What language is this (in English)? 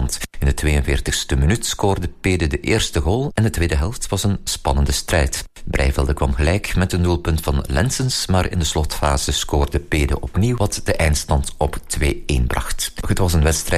Dutch